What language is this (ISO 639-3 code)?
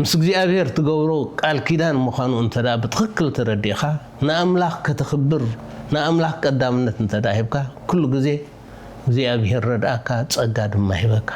tir